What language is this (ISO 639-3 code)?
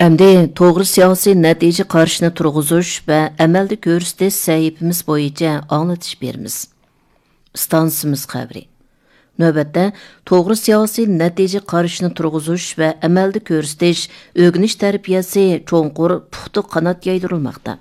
uig